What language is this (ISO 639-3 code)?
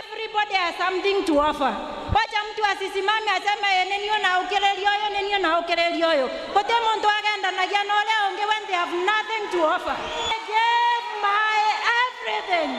mer